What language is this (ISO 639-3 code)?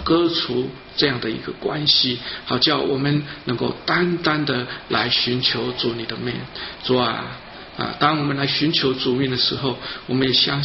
zho